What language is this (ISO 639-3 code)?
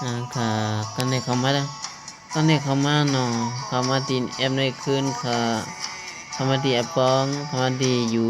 shn